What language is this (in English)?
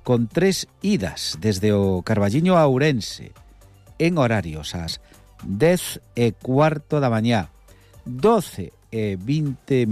Galician